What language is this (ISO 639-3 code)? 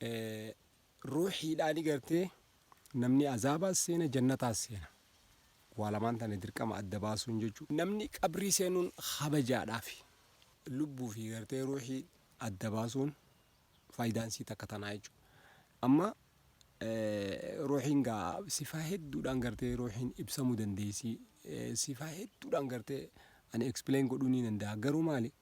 orm